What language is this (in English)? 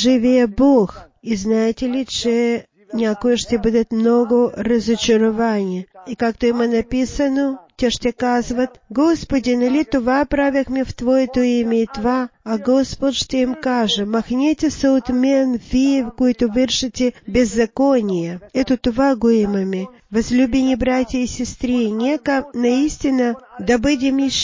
Bulgarian